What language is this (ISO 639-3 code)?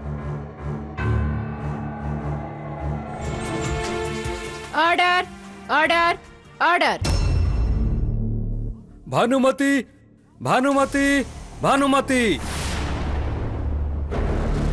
ori